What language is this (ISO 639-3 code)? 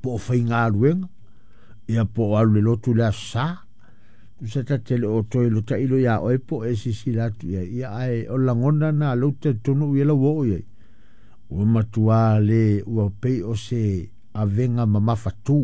smo